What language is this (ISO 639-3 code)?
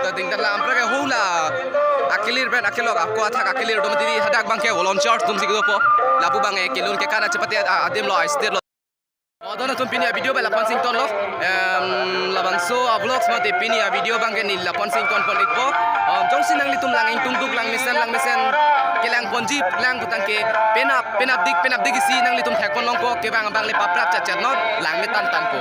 mjw